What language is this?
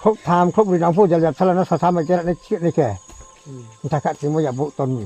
Riang (India)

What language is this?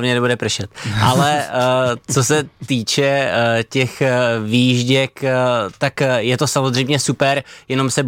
Czech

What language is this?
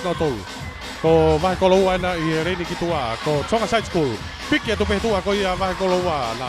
Tongan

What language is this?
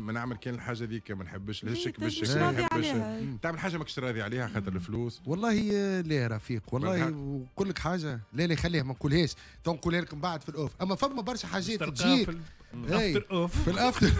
Tunisian Arabic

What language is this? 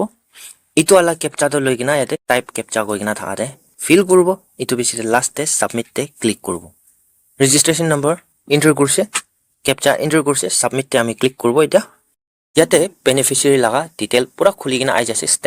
Naga Pidgin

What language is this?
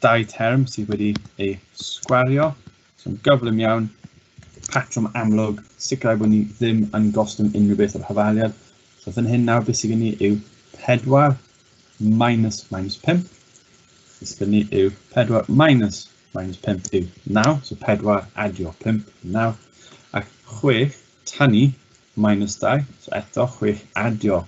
Welsh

